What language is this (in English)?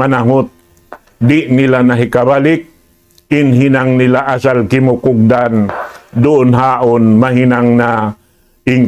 Tausug